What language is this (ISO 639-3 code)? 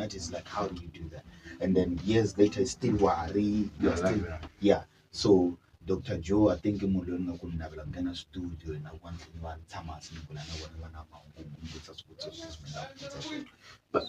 tso